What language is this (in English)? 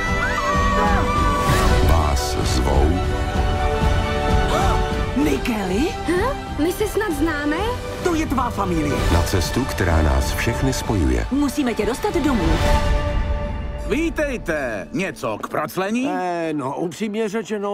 Czech